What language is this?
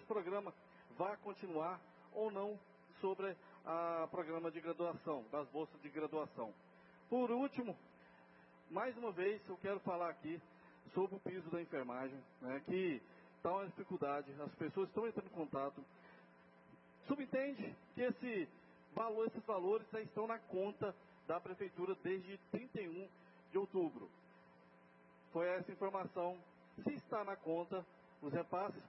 Portuguese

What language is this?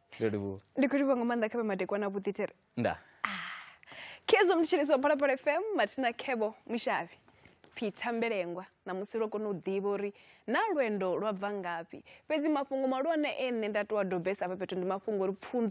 Venda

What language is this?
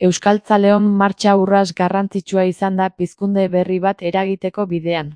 Basque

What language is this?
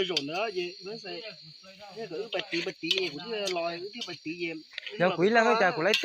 Hmong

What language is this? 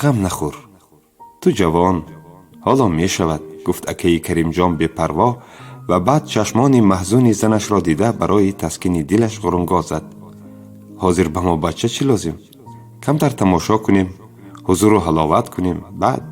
Tajik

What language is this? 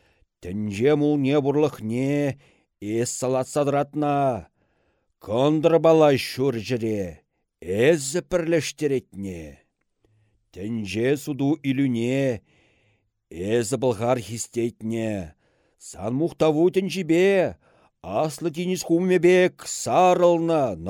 Chuvash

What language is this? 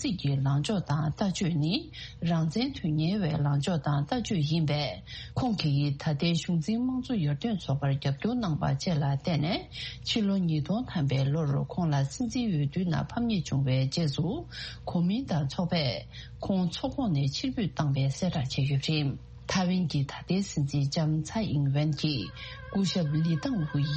Tibetan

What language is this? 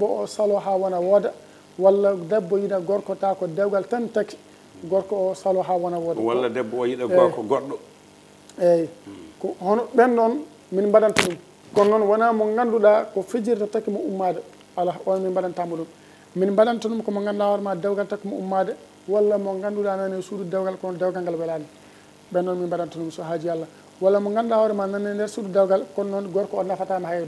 Fula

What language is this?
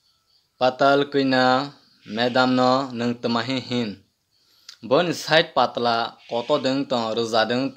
Kok Borok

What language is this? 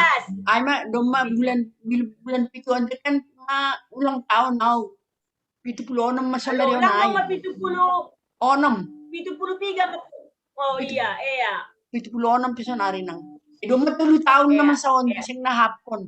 Batak Simalungun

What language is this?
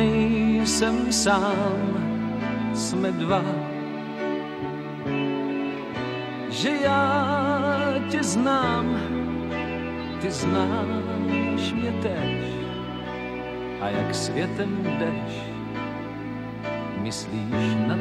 Czech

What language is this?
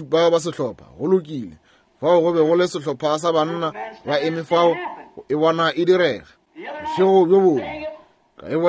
Northern Sotho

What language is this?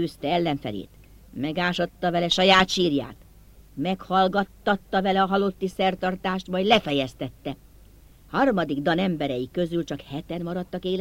Hungarian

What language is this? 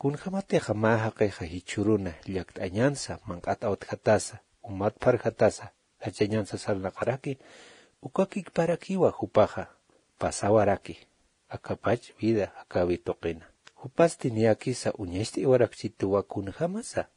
Aymara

